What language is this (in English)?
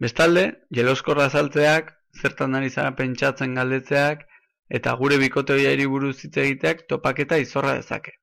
Basque